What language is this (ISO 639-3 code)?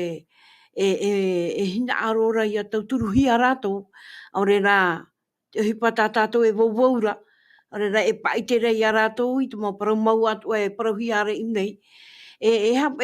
tah